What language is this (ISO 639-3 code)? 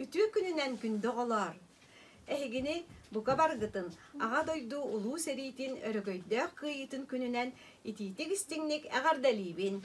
sah